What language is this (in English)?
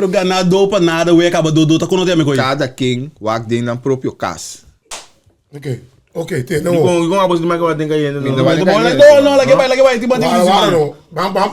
Papiamento